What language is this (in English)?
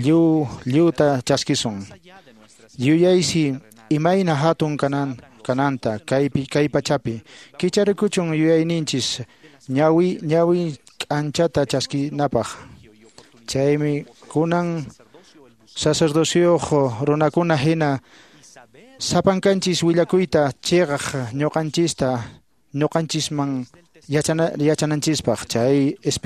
Quechua